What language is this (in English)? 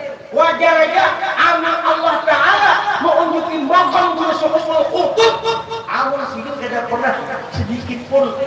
Banjar